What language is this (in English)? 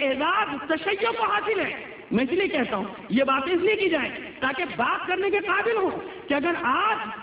Urdu